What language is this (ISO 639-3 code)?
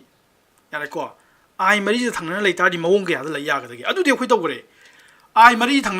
mni